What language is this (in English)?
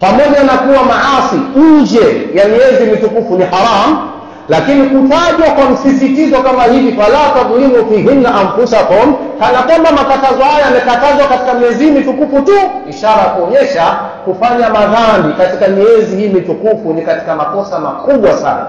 Swahili